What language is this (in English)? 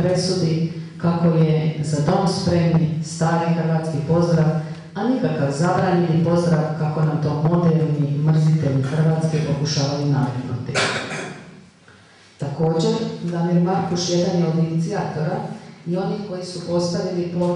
Croatian